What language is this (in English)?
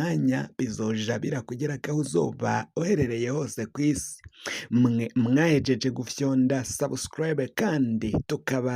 Rundi